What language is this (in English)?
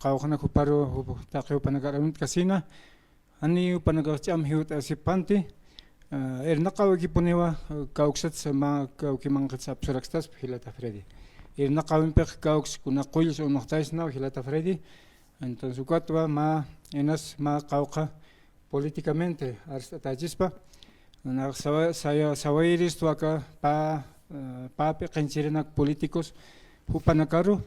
Aymara